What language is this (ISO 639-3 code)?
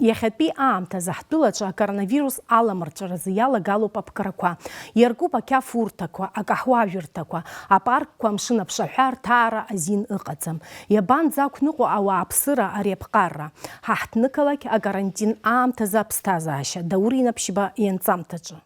abk